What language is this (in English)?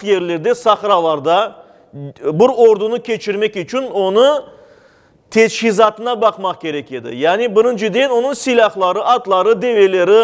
Crimean Tatar